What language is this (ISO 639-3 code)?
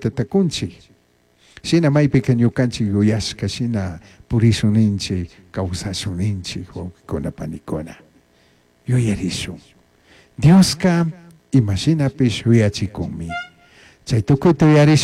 qug